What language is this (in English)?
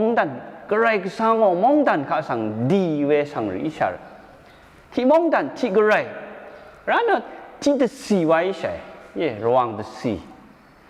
Rawang